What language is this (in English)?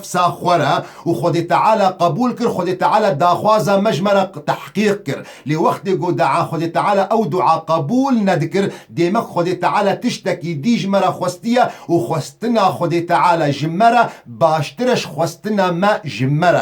Kurdish